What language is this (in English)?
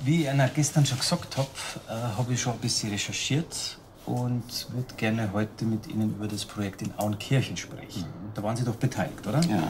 Bavarian